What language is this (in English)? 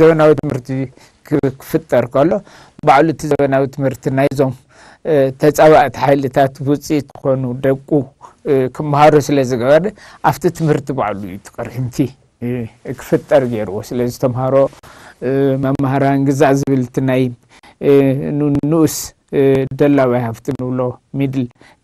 Tigrinya